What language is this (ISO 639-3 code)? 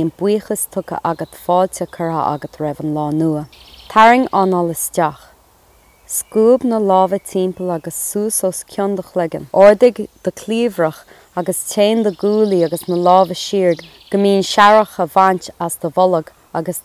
gle